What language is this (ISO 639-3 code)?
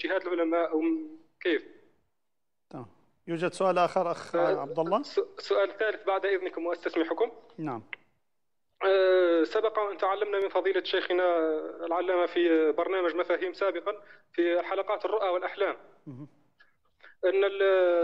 ara